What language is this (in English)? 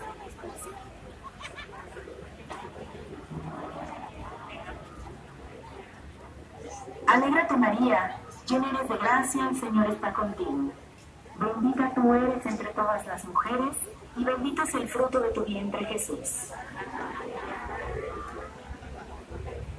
Spanish